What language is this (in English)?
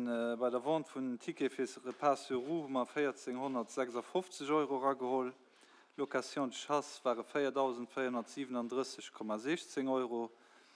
Luxembourgish